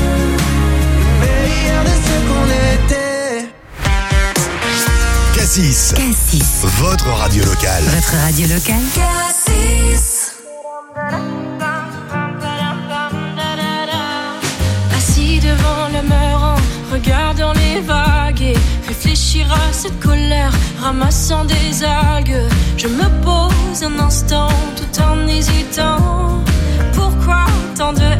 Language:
French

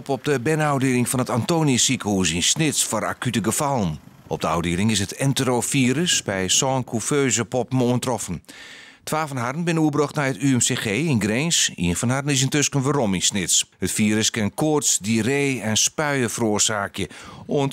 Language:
Western Frisian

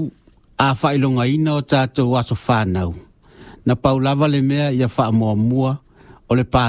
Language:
Samoan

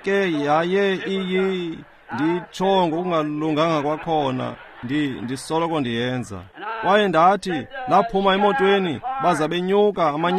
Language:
Xhosa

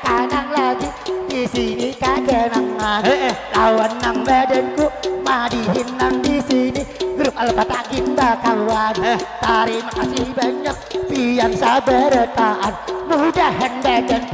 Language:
Banjar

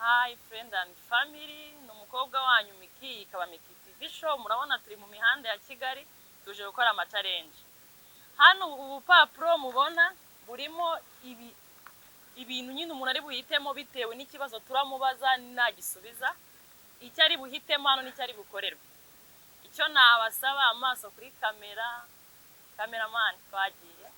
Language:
Kinyarwanda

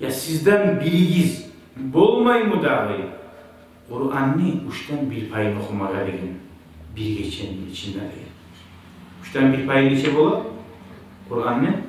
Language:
Kumyk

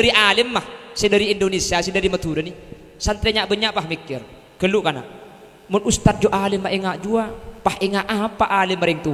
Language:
Madurese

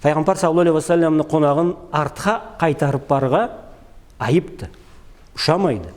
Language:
Karachay-Balkar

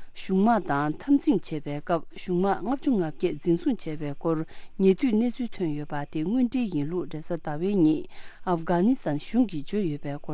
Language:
Tibetan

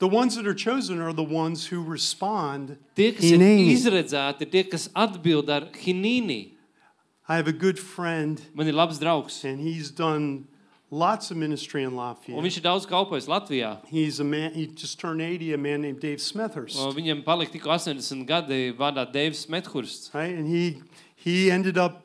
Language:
Latvian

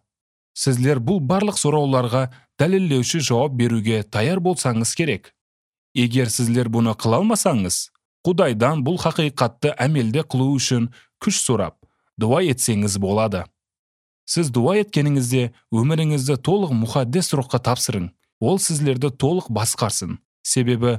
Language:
Kyrgyz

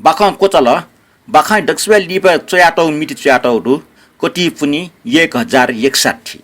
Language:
Newari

